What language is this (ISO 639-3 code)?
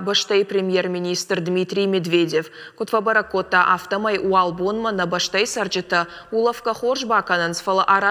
oss